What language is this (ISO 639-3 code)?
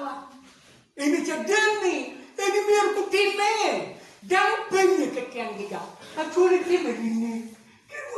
ach